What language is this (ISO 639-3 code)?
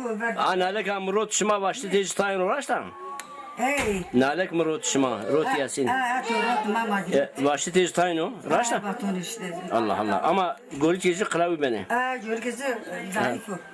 zza